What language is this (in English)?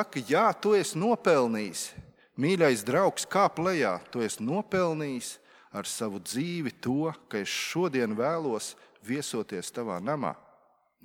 Latvian